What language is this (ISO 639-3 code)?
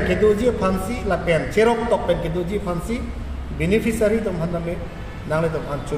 mjw